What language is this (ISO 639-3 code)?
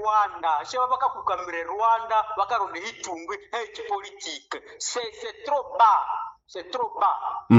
nnb